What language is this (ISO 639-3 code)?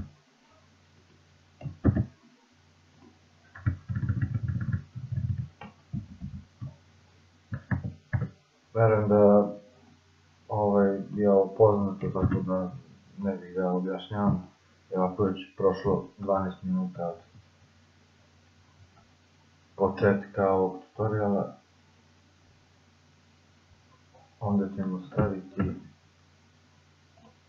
srp